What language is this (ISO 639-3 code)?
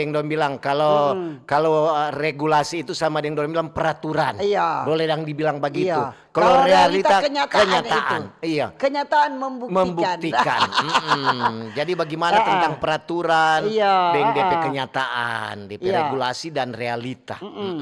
xmm